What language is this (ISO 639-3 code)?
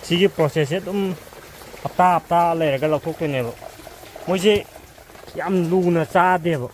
mni